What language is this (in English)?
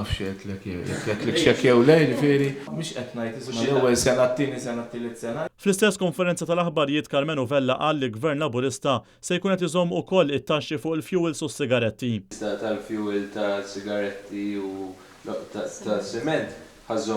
Maltese